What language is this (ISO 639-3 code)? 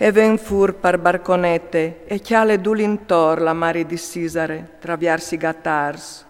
fur